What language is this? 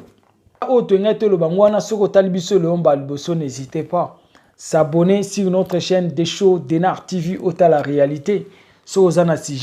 Lingala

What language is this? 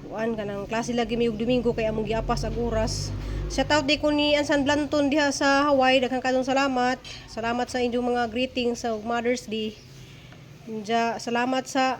Cebuano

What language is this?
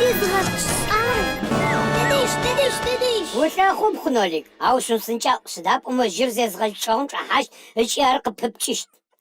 Adyghe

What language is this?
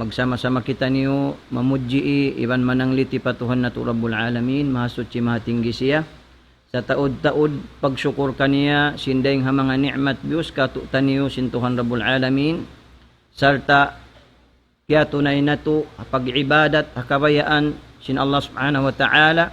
Tausug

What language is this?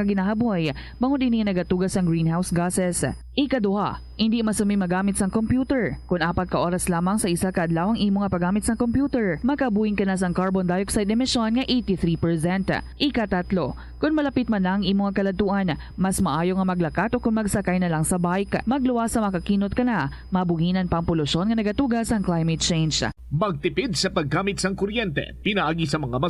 Hiligaynon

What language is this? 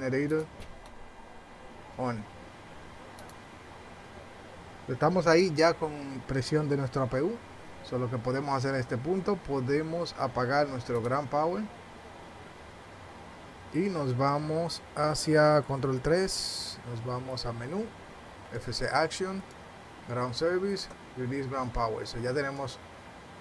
Spanish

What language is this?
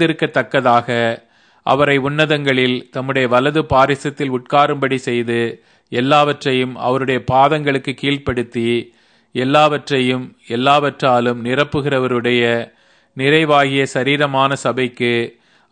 Tamil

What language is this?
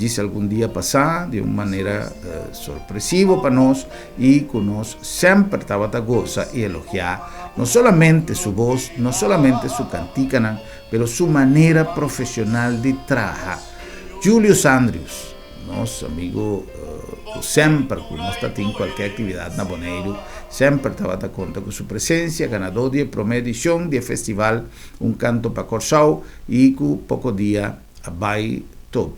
Papiamento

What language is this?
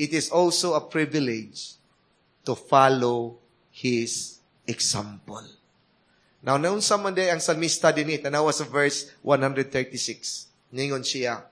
Cebuano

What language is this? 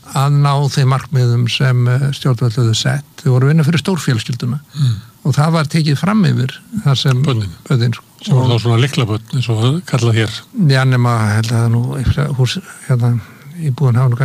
Icelandic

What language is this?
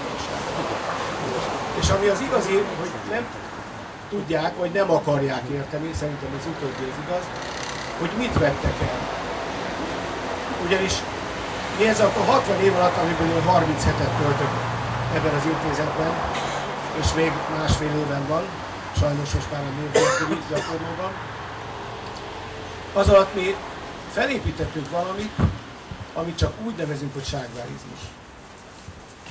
Hungarian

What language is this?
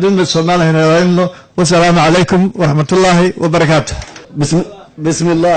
Somali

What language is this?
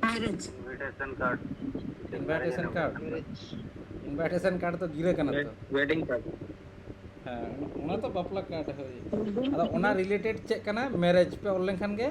Santali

